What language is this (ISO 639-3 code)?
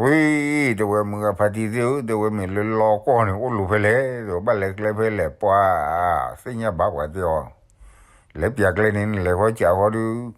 ksw